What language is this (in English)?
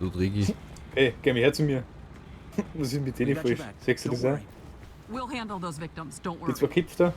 Bavarian